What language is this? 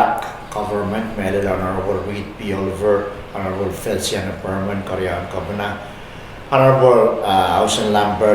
Pohnpeian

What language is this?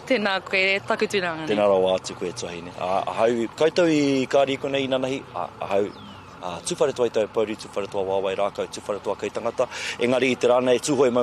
Māori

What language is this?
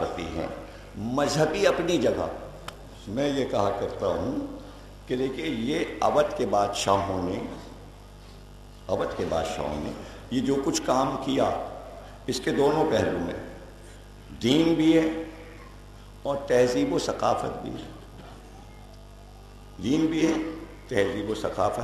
Urdu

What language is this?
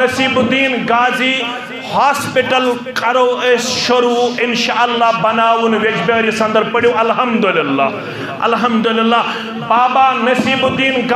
Kashmiri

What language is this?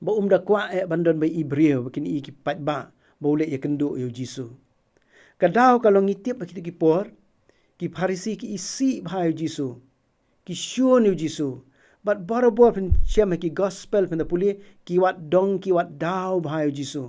Khasi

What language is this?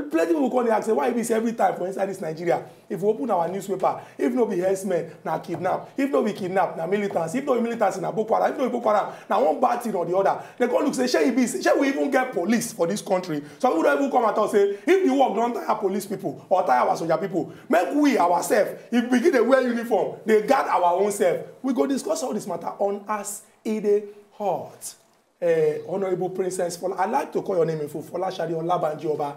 Nigerian Pidgin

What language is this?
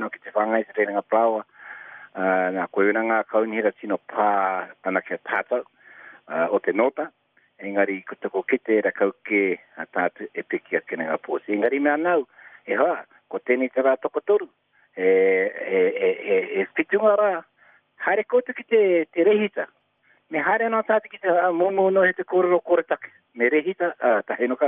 Māori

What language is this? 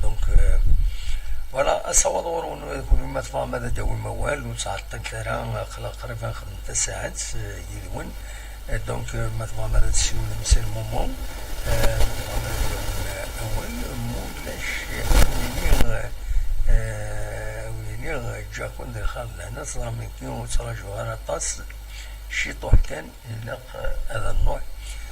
Kabyle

